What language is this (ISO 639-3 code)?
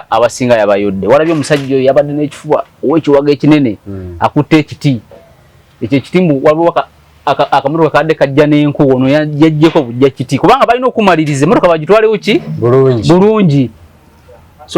lug